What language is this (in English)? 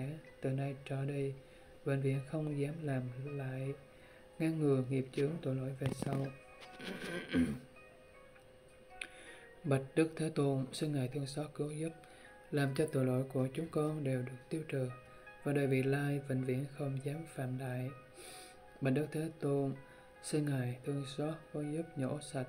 Vietnamese